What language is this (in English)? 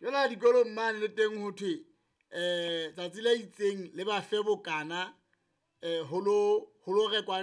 Southern Sotho